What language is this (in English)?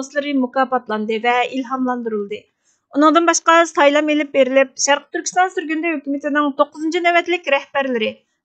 Uyghur